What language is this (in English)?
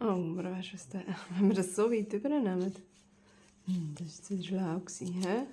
Swiss German